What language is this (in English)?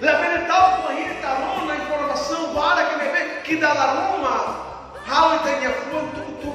Tetum